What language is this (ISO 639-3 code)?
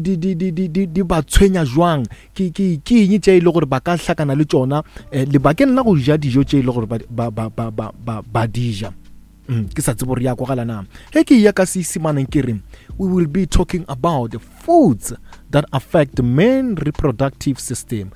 nso